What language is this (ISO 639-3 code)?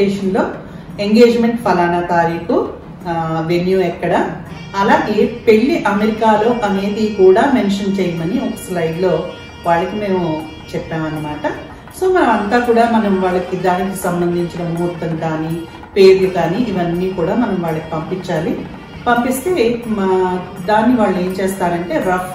tel